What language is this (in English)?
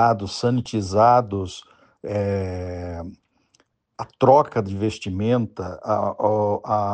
Portuguese